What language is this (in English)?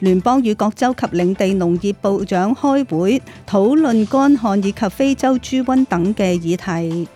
Cantonese